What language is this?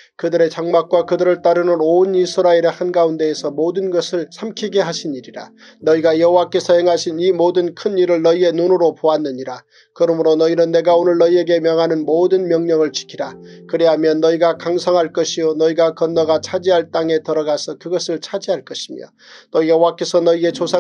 Korean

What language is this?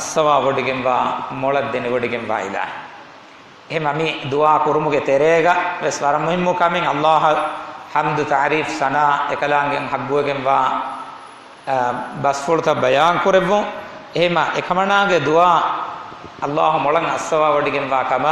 Divehi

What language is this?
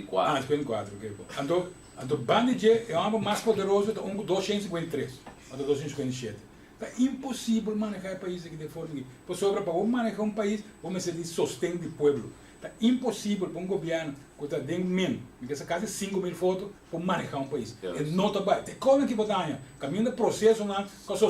Papiamento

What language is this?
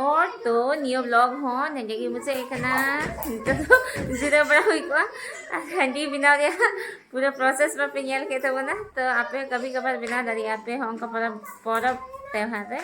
Santali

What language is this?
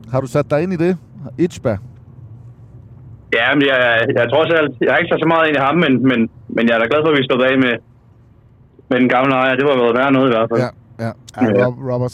Danish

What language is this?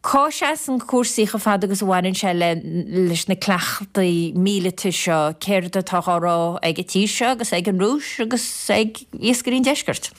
Irish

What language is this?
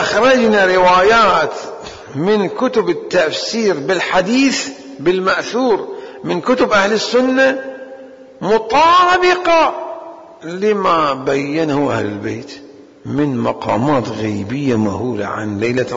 Mesopotamian Arabic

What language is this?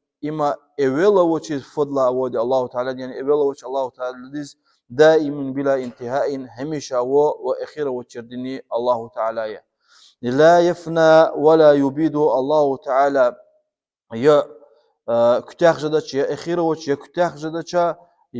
Lezghian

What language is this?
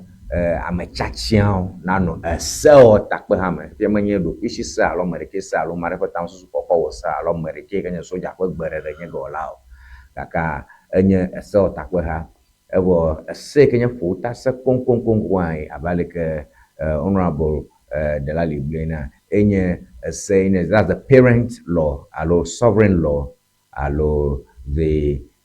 Ewe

